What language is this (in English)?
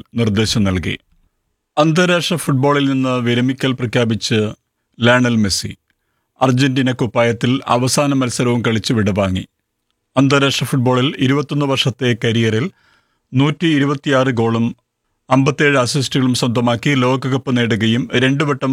Malayalam